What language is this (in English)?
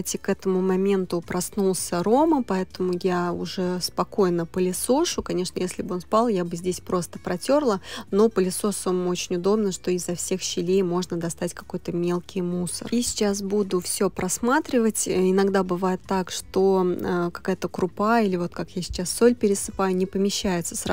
Russian